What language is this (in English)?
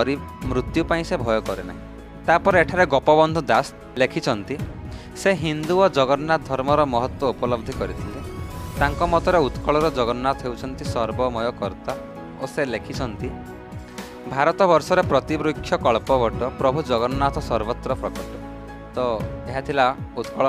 Odia